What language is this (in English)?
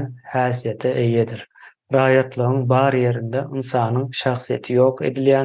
Turkmen